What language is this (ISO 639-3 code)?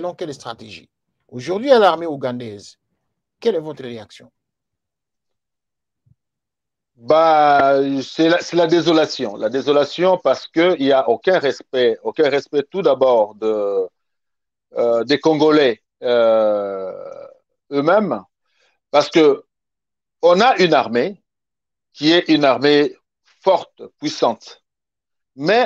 fra